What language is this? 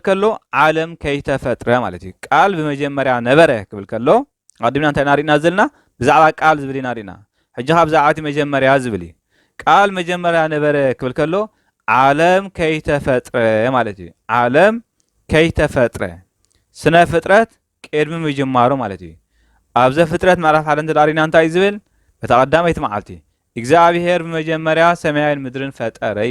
Tigrinya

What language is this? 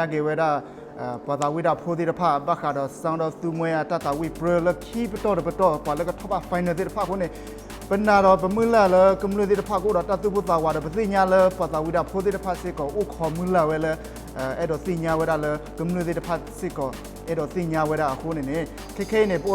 S'gaw Karen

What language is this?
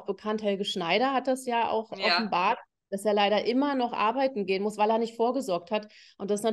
German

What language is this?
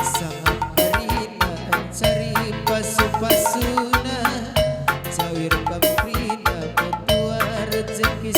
Batak Karo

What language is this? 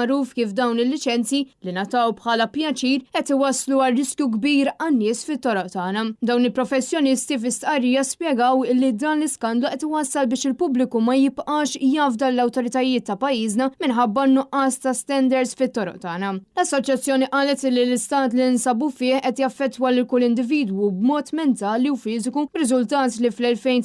Maltese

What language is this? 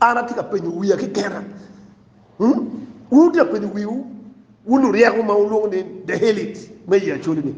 Acoli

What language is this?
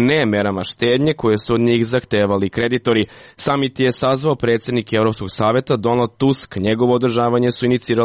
Serbian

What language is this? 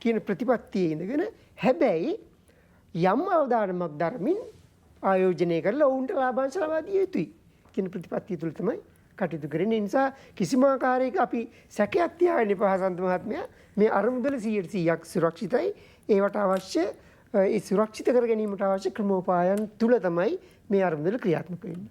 Sinhala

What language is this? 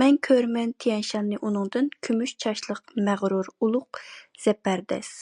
Uyghur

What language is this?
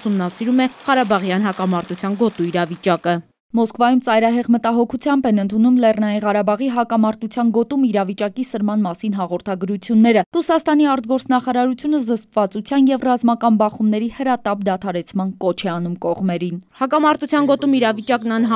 Armenian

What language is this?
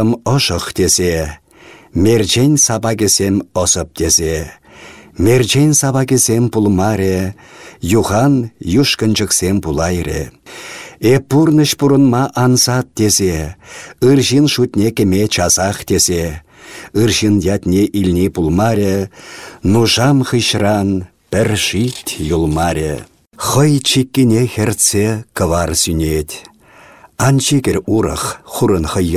Chuvash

